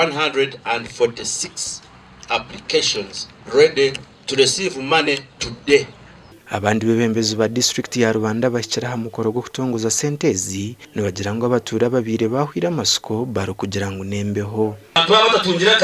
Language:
Nyankole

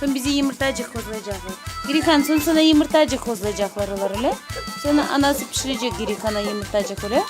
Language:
Crimean Tatar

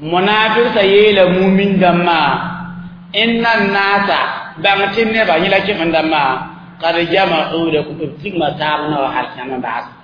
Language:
Mossi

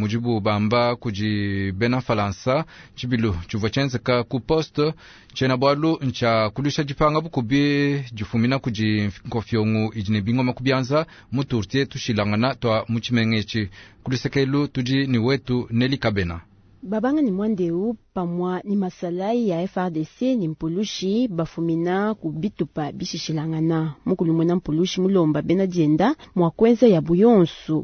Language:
Luba-Lulua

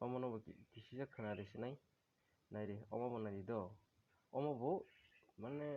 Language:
Kok Borok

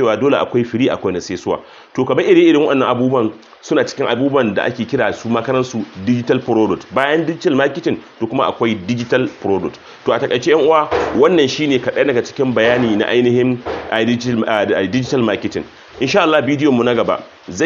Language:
Hausa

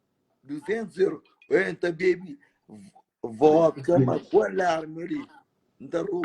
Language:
Kabuverdianu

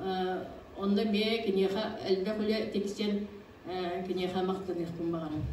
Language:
Yakut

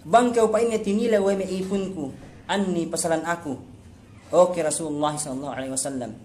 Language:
Yakan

